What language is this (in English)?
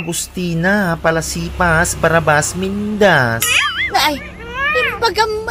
Iloko